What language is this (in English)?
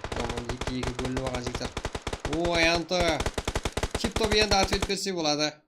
Kara-Kalpak